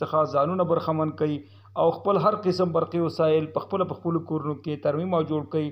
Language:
Pashto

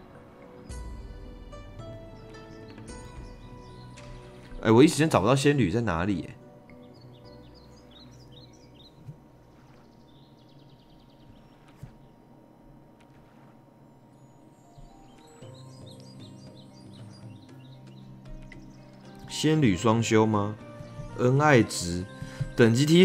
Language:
Chinese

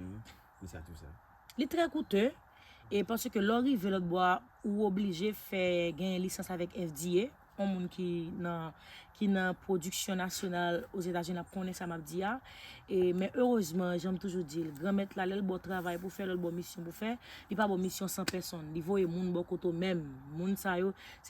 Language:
Haitian Creole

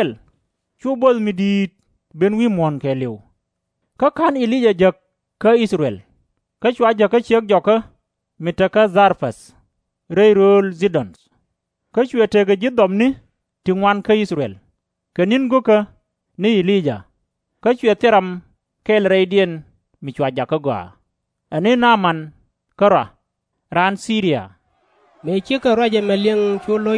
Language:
Nuer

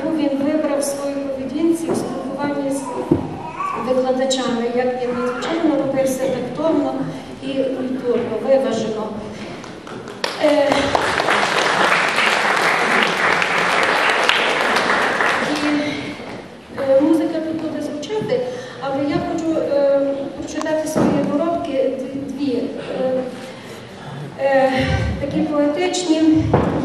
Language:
Ukrainian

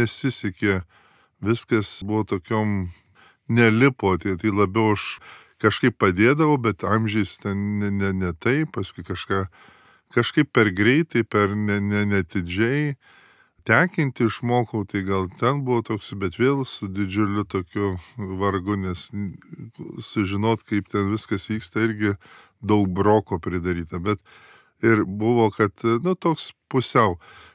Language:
Lithuanian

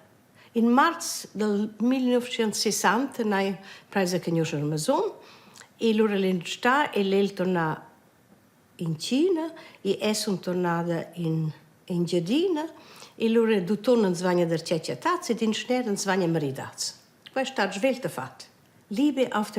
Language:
Romansh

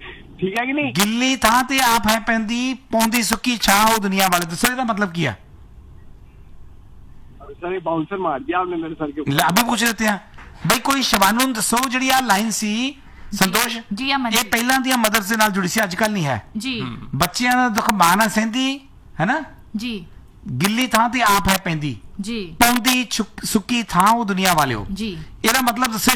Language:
Punjabi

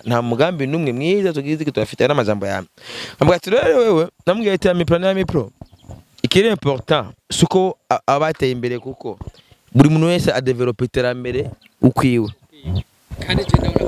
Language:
Rundi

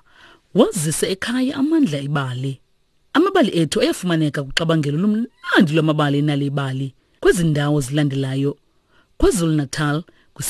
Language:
Xhosa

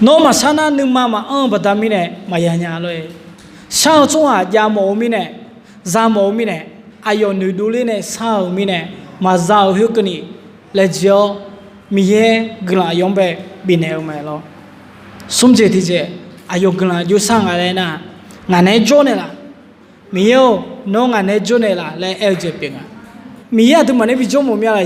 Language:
Akha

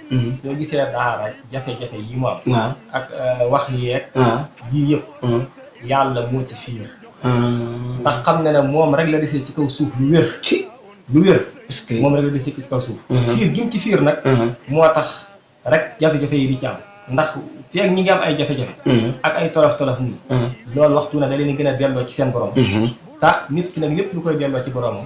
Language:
Wolof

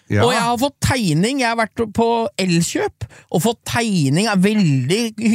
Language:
Norwegian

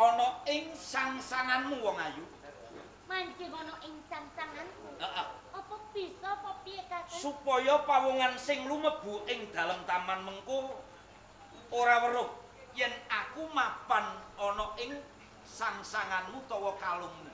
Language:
Javanese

